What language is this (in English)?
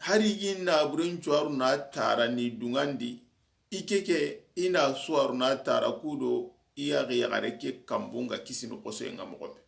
Soninke